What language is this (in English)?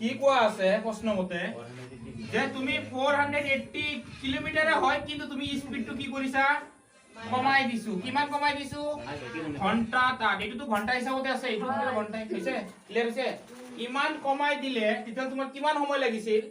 Assamese